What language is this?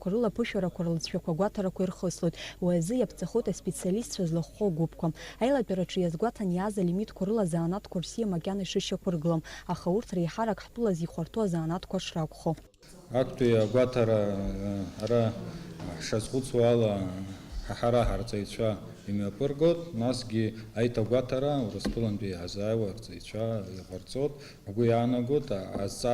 Abkhazian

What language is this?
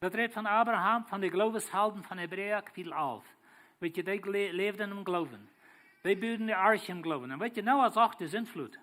Plautdietsch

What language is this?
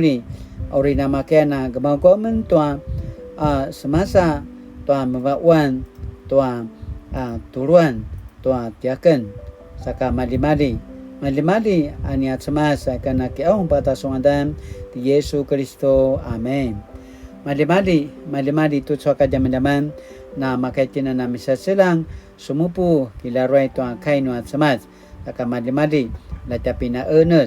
Paiwan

